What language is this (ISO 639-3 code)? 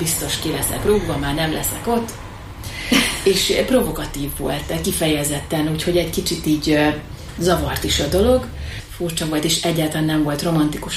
hun